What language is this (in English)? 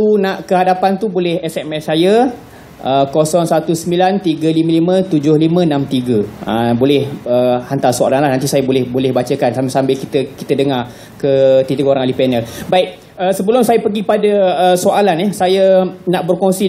Malay